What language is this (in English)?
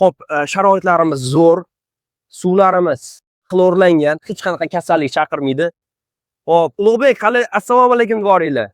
Uzbek